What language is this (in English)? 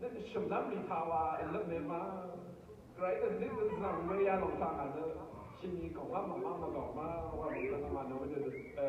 Rawang